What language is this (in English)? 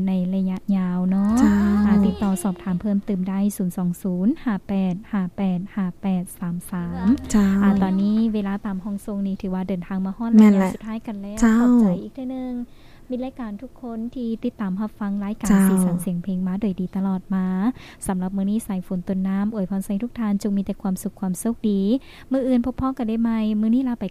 Lao